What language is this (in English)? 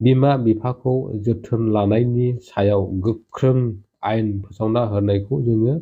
Bodo